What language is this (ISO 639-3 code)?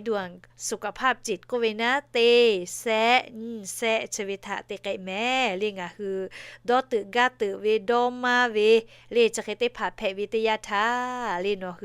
lhu